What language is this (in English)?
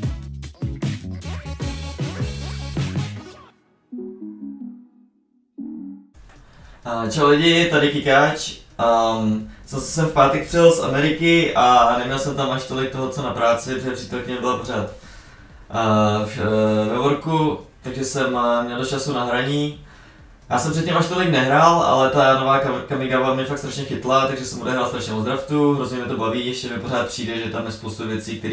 Czech